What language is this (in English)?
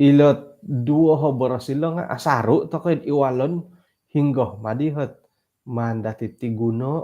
Central Dusun